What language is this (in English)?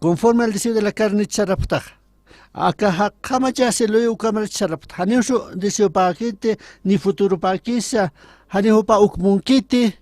Aymara